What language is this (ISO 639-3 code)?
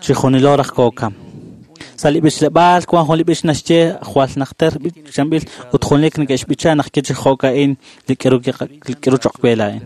kek